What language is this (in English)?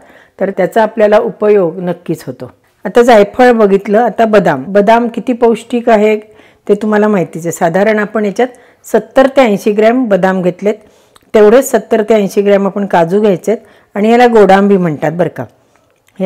Marathi